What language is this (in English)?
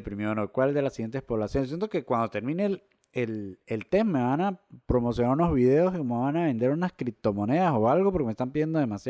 Spanish